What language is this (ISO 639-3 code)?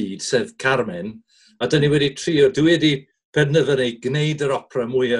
cym